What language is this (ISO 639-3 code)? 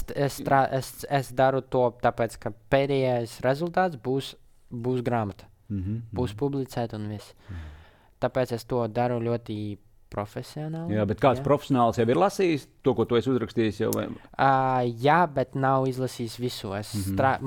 lav